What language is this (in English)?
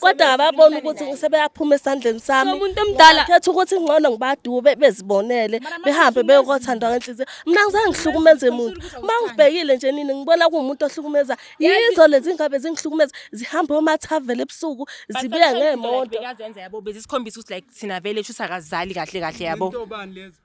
Zulu